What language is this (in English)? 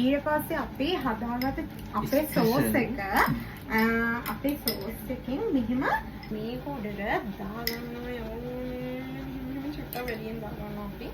Sinhala